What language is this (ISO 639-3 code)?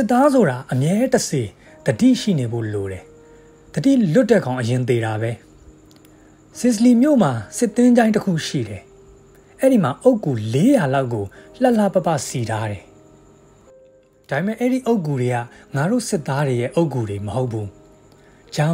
mya